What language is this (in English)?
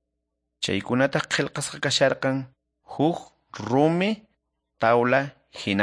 South Bolivian Quechua